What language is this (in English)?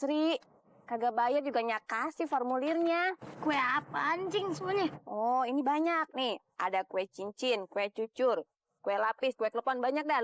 Betawi